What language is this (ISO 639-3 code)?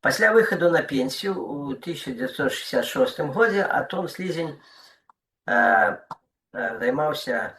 bel